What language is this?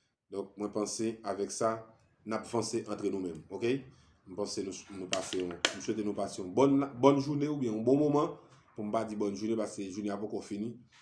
Haitian Creole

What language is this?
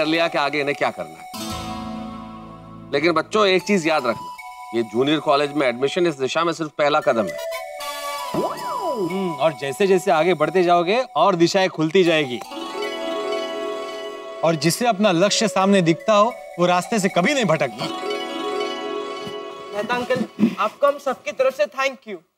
Hindi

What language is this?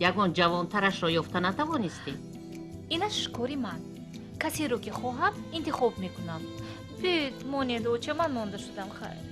Tajik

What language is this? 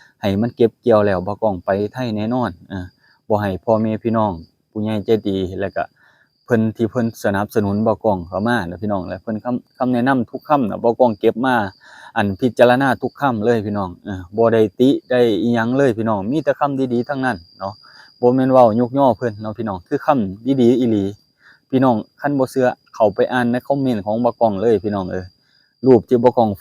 Lao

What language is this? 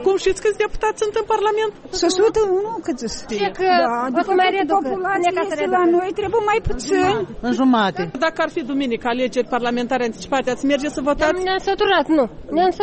Romanian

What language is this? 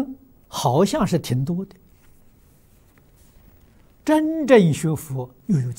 Chinese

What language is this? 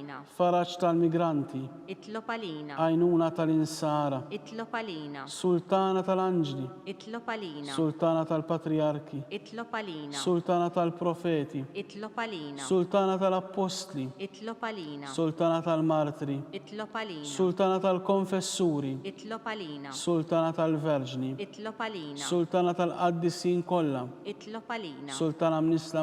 Maltese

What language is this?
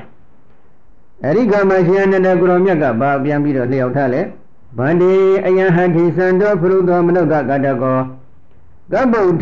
Burmese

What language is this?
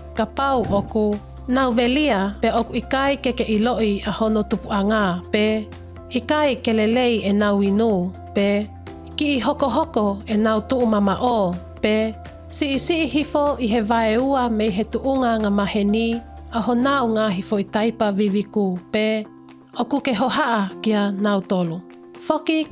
Tongan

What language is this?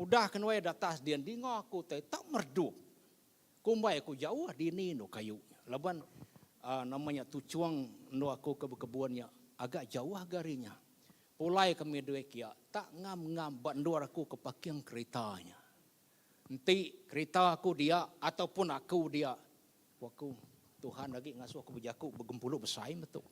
Iban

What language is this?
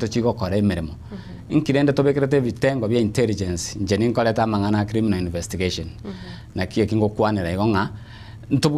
Gusii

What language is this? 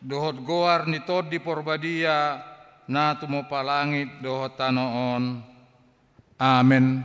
Batak Toba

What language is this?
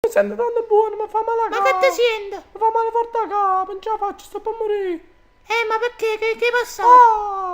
Neapolitan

